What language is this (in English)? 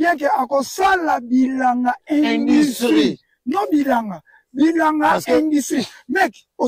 Lingala